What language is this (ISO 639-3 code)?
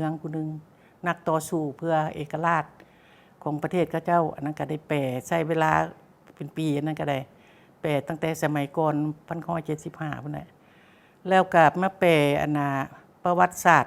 lao